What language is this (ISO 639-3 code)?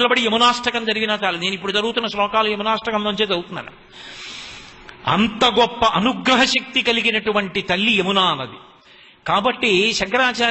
tel